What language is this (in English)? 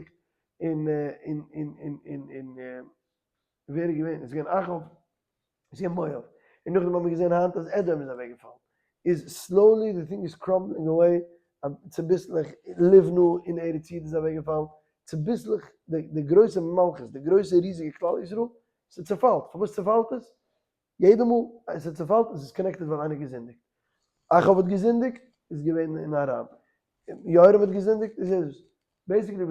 Yiddish